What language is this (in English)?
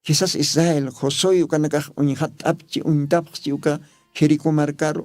Aymara